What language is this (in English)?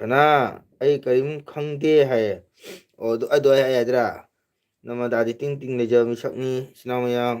Manipuri